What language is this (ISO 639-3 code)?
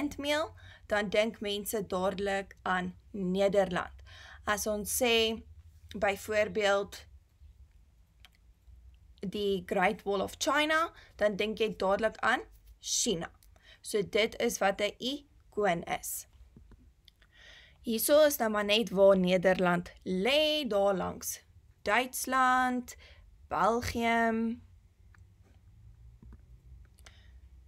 afr